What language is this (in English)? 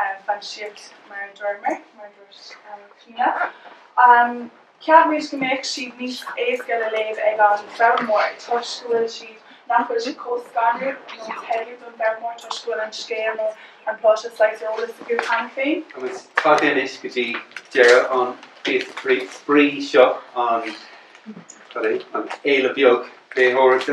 Irish